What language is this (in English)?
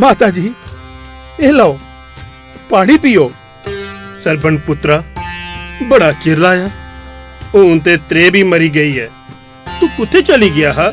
Dogri